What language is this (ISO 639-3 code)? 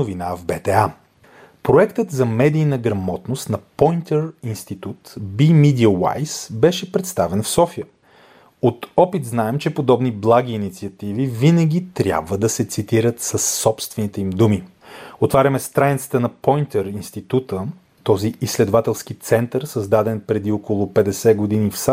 bul